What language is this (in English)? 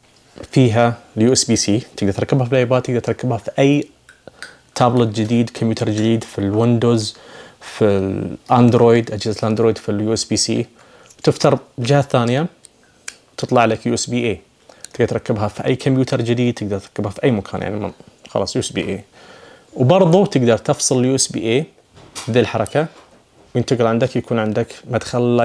Najdi Arabic